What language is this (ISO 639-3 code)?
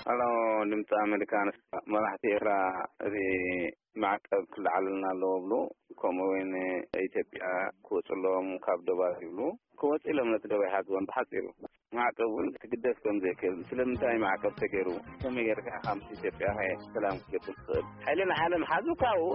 tir